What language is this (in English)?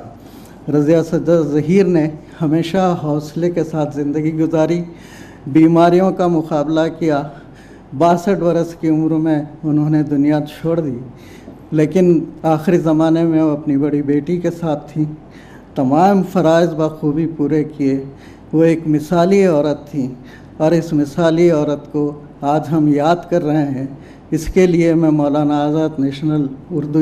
Urdu